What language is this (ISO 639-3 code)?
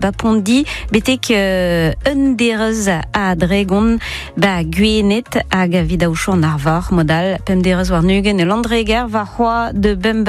bre